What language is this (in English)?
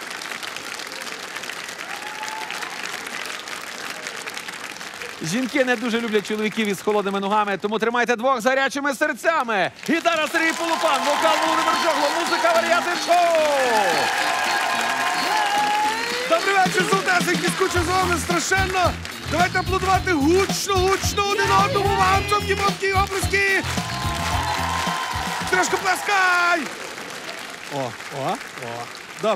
Ukrainian